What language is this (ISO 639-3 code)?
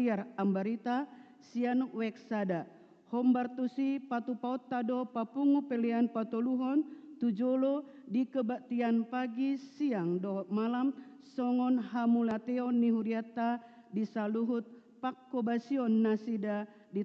bbc